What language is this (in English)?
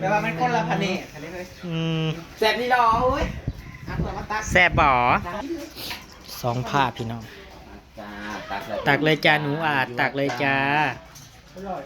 Northeastern Thai